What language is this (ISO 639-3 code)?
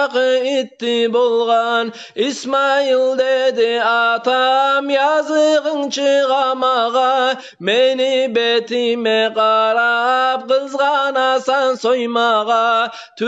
kum